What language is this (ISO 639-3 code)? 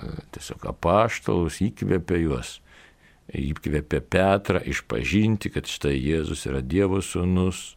lit